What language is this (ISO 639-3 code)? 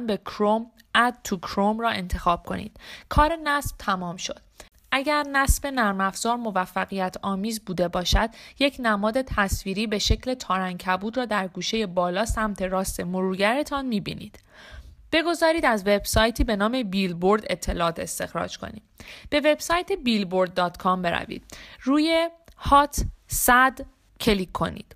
fas